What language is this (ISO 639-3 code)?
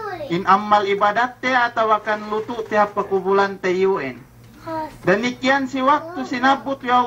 yka